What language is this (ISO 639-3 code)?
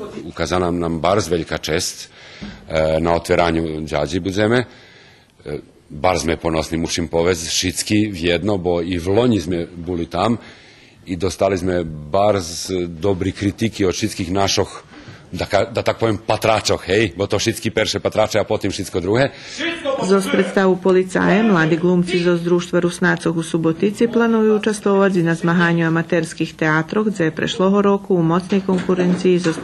rue